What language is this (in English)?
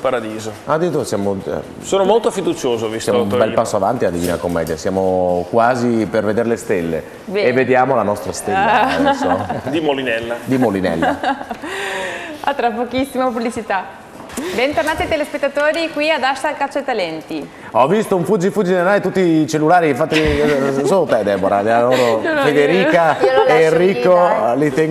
Italian